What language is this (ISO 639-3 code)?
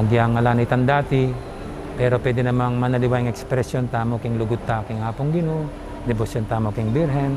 pam